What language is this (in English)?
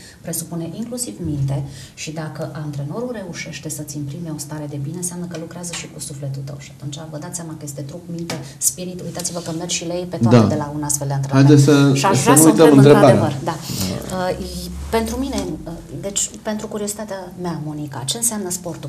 Romanian